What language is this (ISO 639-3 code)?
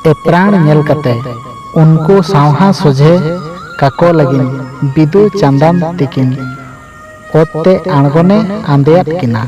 sat